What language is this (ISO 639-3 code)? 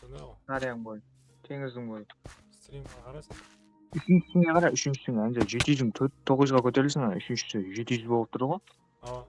kaa